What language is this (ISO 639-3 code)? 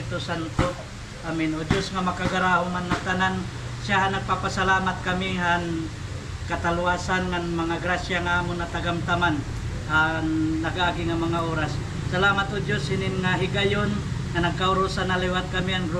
war